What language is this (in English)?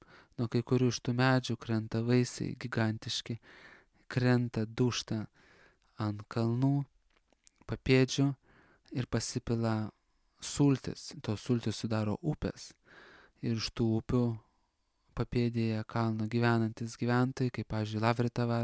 Lithuanian